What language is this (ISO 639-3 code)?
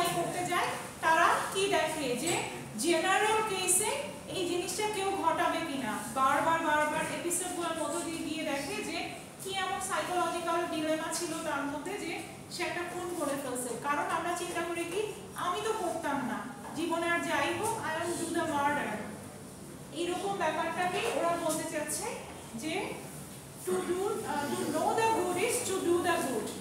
ben